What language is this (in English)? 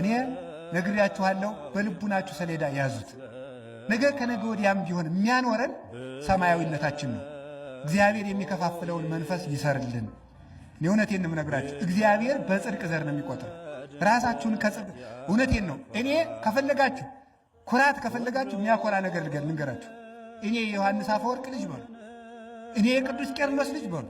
Amharic